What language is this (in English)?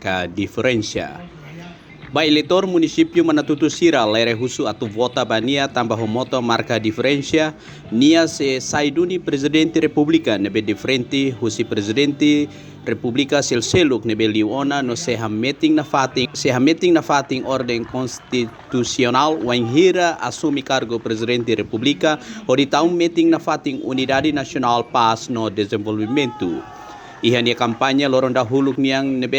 Tetum